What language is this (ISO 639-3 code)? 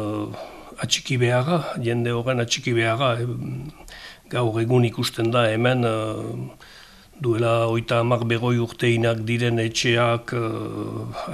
eus